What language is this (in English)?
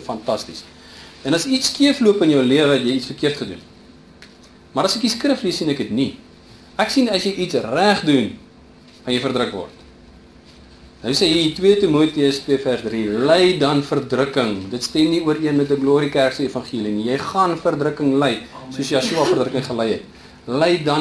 Afrikaans